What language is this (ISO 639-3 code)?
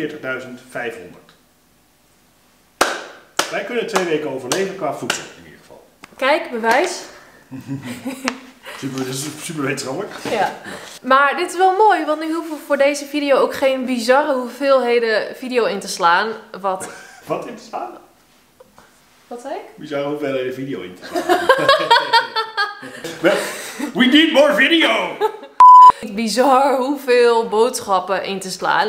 nld